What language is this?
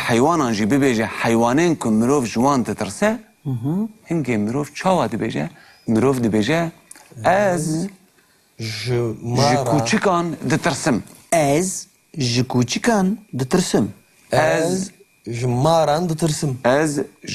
Kurdish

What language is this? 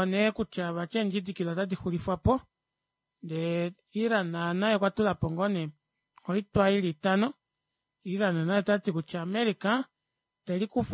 Kuanyama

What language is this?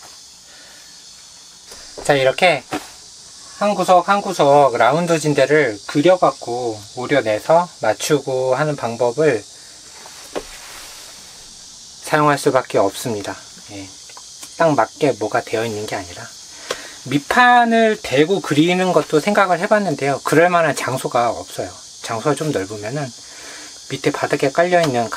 Korean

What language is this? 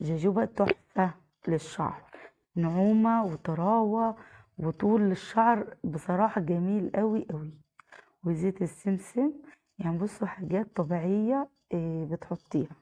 Egyptian Arabic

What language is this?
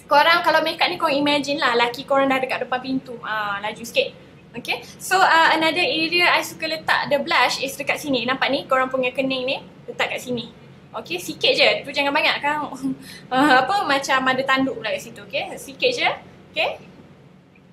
Malay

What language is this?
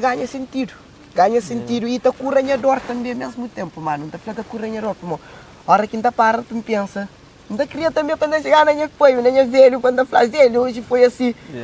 Kabuverdianu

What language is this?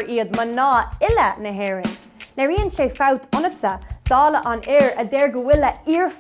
Irish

